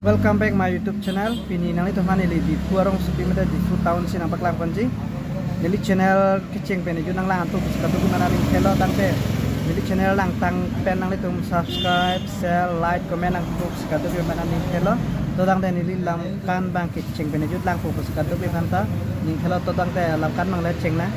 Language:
Karbi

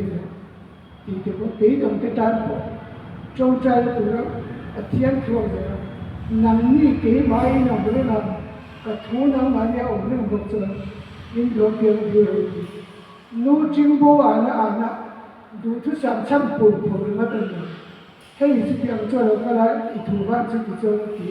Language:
Mizo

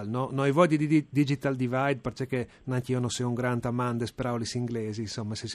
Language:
Friulian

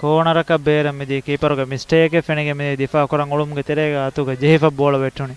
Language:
Divehi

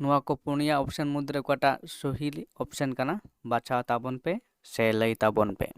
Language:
Santali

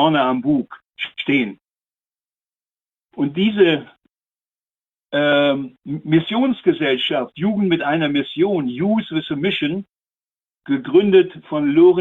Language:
German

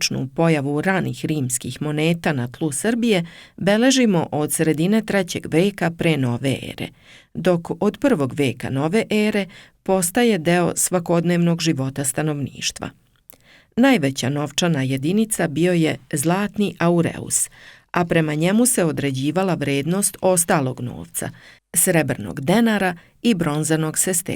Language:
Serbian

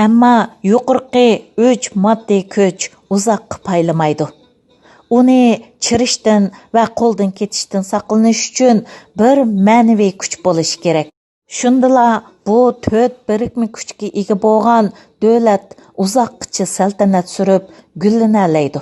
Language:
Uyghur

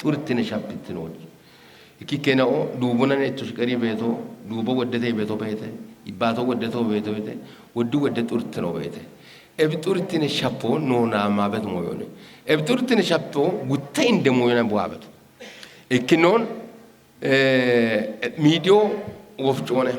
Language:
Kafa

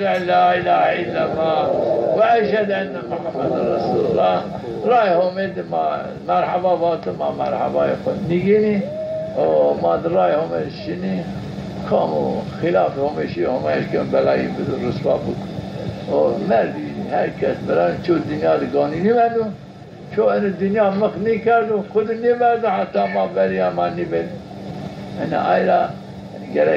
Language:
Zaza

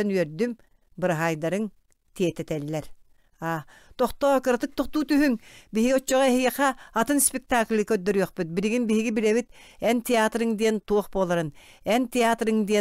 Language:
Yakut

